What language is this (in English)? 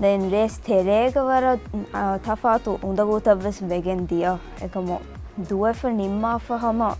Divehi